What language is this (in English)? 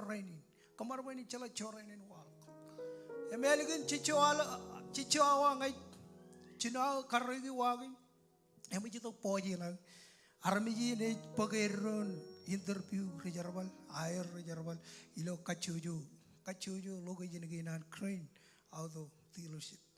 Marshallese